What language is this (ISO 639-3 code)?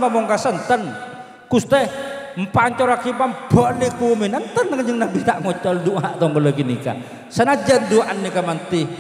mad